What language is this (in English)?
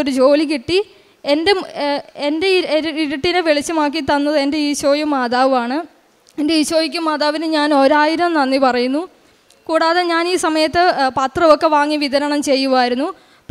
Malayalam